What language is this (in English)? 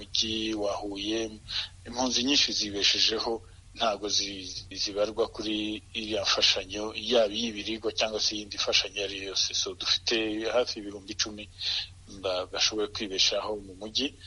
Kinyarwanda